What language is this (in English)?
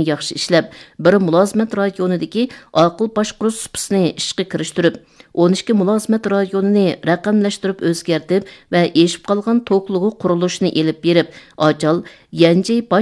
Uyghur